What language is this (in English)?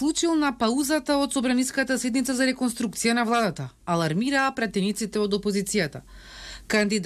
Macedonian